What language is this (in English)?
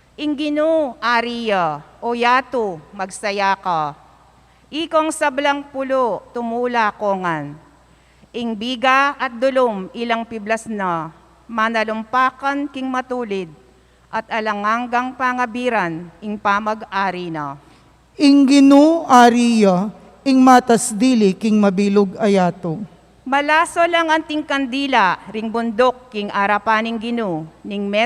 Pampanga